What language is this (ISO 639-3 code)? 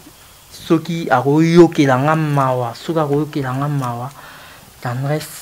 lin